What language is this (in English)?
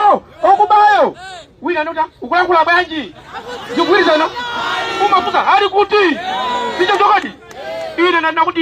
Nyanja